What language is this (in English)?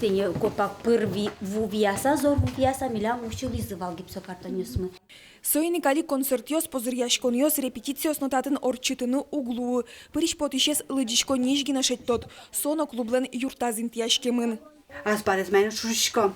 Udmurt